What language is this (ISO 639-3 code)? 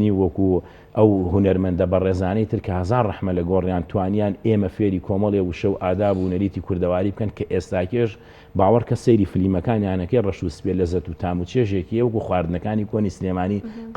ckb